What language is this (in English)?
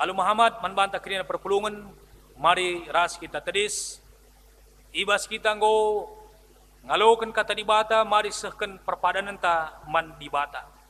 Batak Karo